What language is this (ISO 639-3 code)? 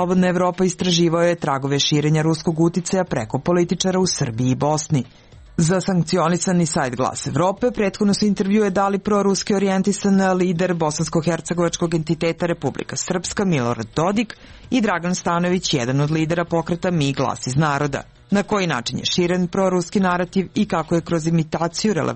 srp